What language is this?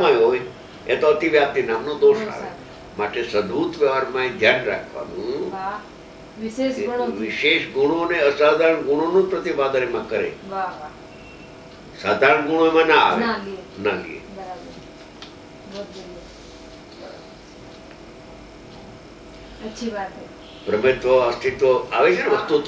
Gujarati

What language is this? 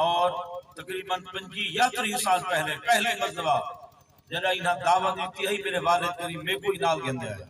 Saraiki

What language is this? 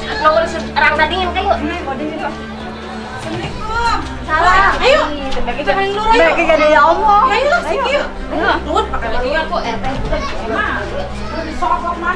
Indonesian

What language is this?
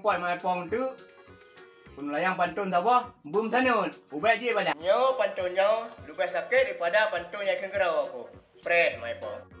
Achinese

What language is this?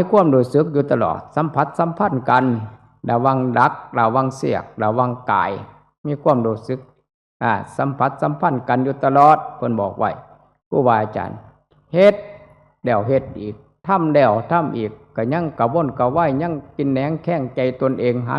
Northeastern Thai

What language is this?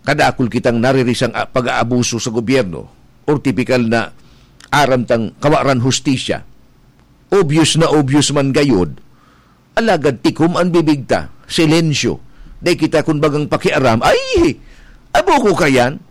Bikol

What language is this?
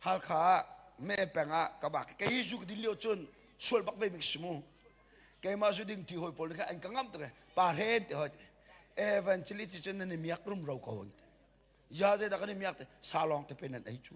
Hakha Chin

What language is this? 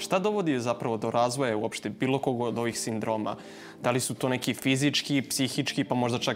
Serbian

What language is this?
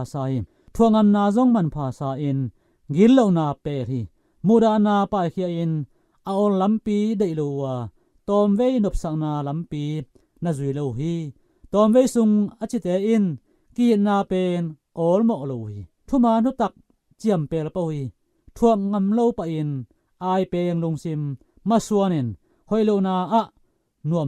Tedim Chin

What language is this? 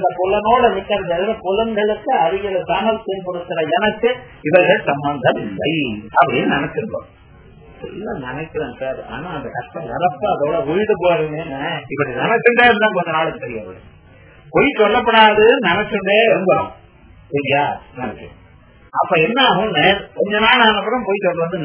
Tamil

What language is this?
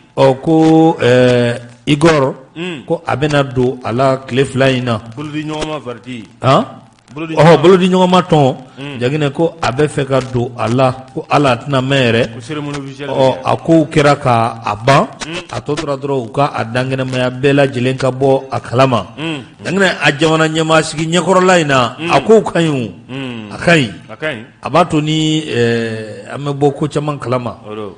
Bambara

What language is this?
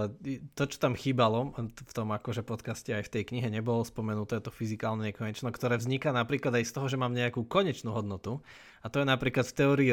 Slovak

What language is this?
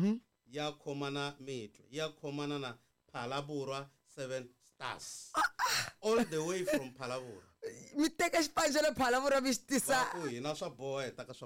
Tsonga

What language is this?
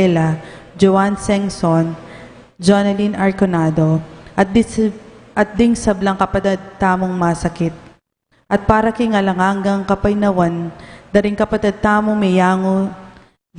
Pampanga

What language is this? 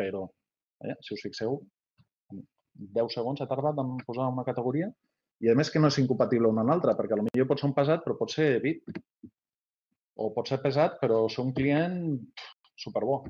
Catalan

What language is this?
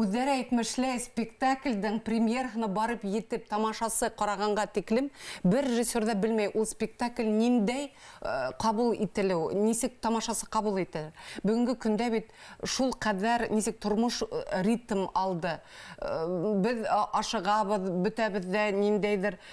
Bashkir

